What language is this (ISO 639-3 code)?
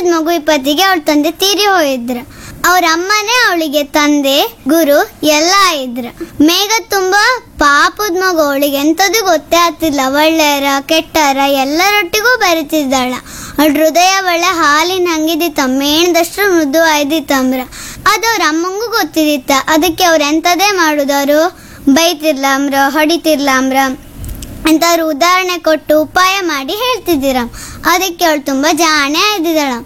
kan